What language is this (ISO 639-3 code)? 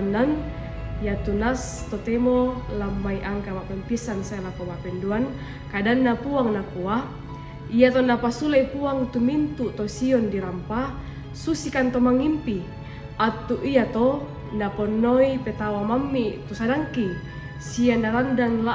sda